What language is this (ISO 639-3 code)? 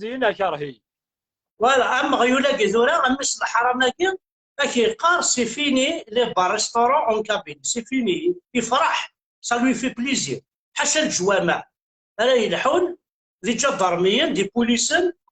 kab